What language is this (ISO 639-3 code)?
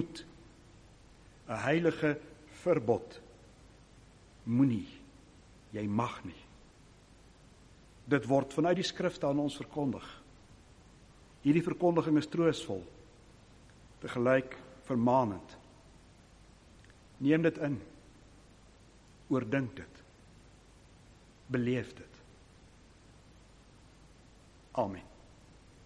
afr